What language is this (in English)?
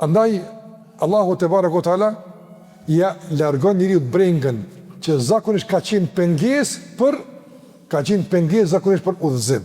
Albanian